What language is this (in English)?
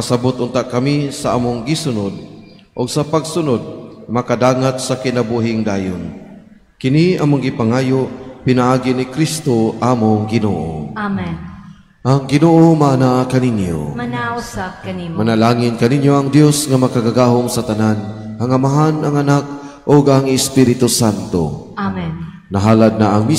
Cebuano